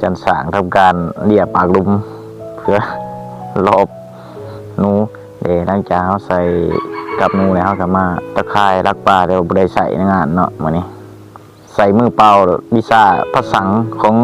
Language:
Lao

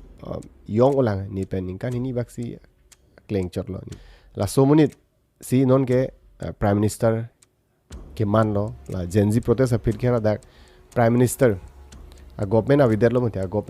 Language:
Karbi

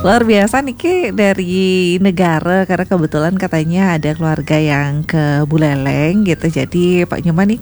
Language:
Balinese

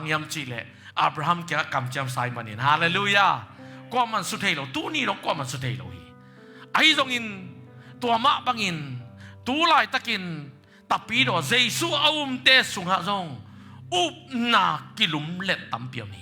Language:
Tedim Chin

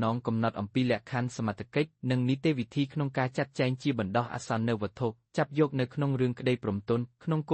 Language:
Khmer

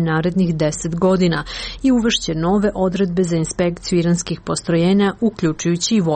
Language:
Serbian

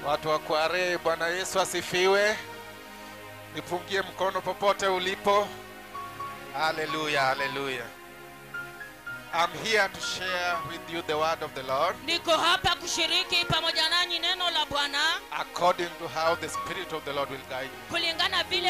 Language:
Swahili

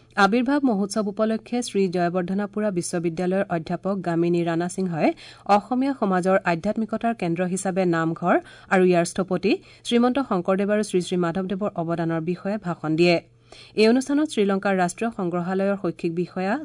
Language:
Assamese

